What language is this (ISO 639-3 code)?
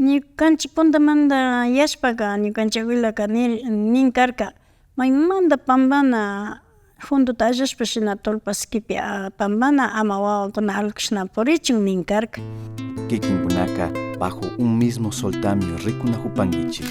qvi